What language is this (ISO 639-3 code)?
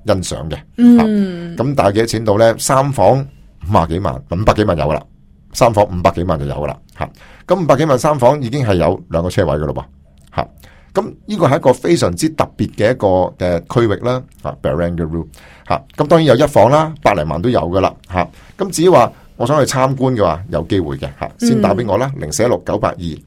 yue